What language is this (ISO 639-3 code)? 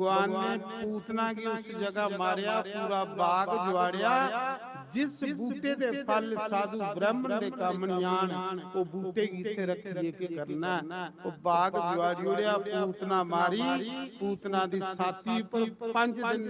doi